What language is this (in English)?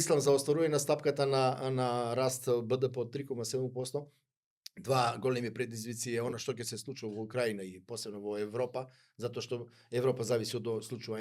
Macedonian